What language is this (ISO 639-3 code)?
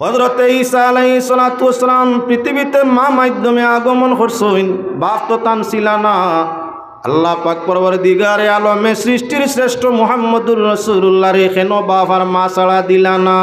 syl